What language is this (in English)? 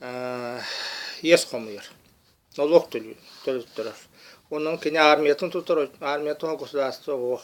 Yakut